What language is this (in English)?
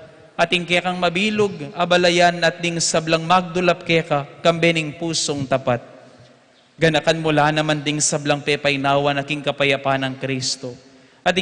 Pampanga